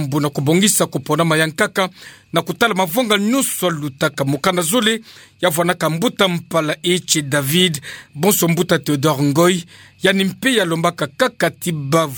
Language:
Kituba (Democratic Republic of Congo)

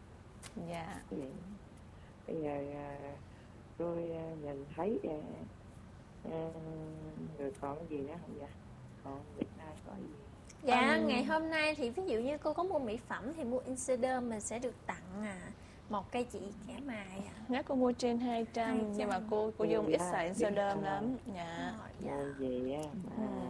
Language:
Vietnamese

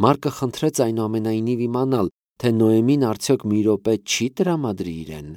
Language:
Armenian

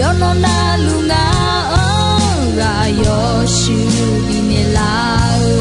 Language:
Akha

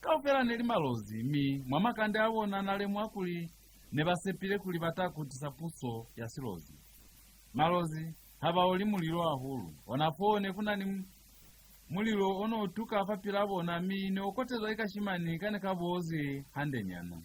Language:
Lozi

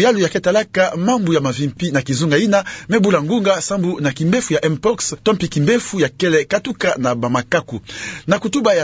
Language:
Kituba (Democratic Republic of Congo)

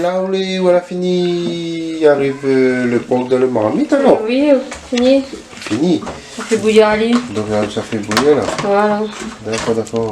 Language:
Réunion Creole French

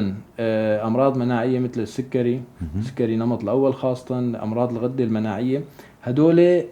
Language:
North Levantine Arabic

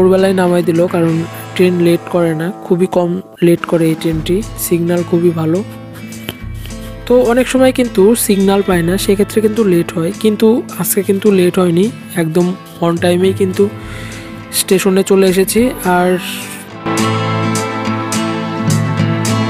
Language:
Bangla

